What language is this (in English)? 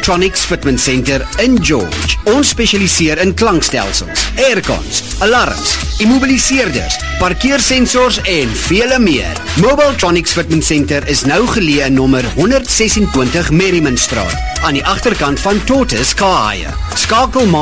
Afrikaans